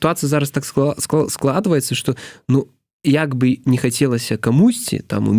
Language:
Belarusian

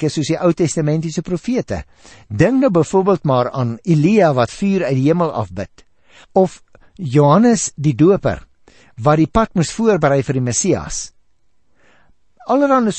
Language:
Afrikaans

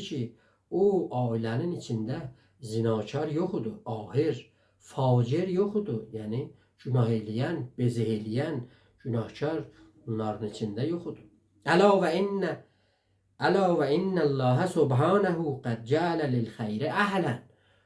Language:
South Azerbaijani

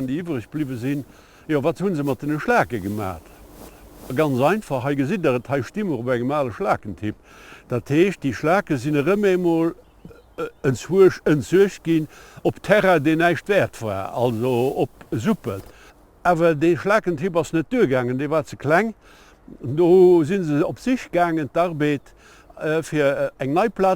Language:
Luxembourgish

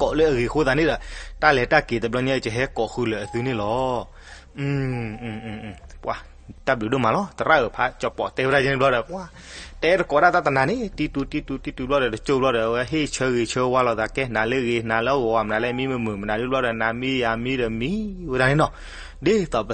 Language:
S'gaw Karen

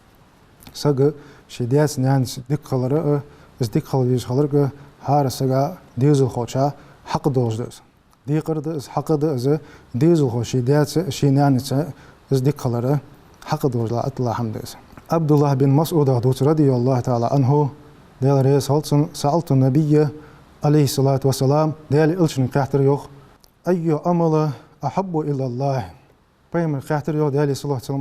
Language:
Ingush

